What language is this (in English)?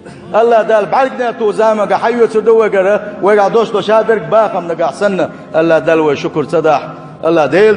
Chechen